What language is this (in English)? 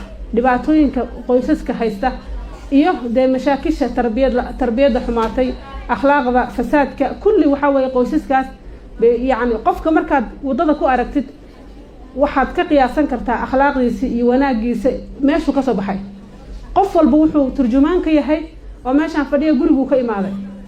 Somali